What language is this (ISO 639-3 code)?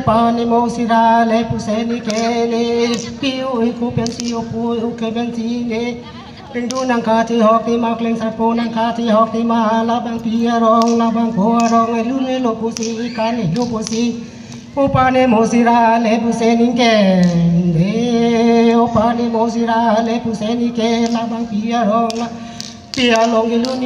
mjw